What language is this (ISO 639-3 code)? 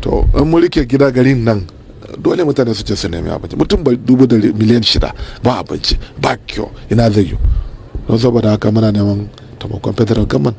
hau